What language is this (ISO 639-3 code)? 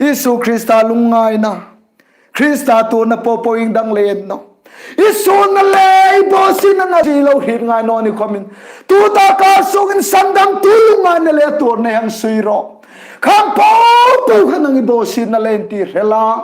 hmr